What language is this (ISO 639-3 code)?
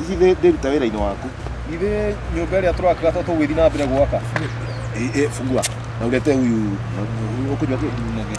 kik